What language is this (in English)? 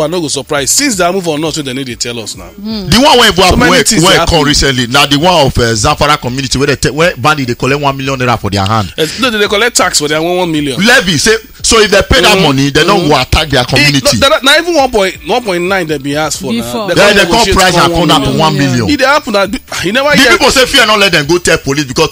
Nigerian Pidgin